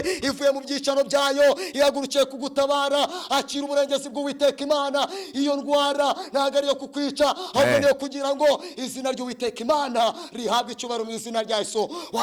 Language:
Kinyarwanda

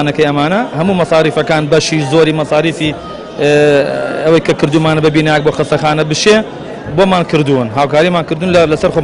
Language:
Central Kurdish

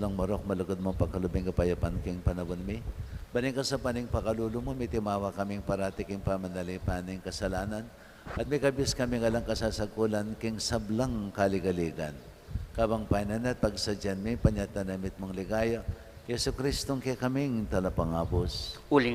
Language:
Pampanga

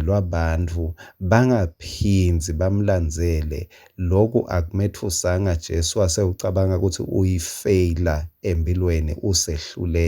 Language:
Swati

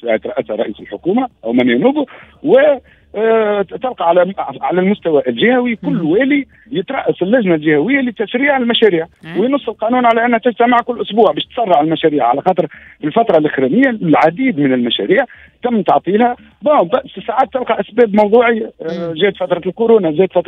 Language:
Tunisian Arabic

